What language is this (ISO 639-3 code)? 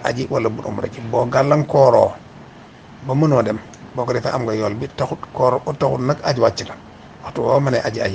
wol